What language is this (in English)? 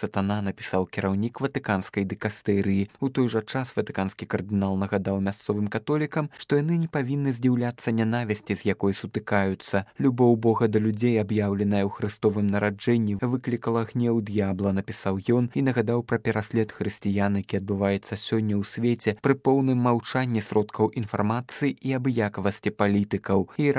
Belarusian